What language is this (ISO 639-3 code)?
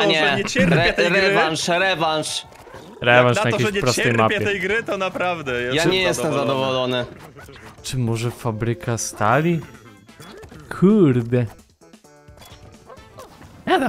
pol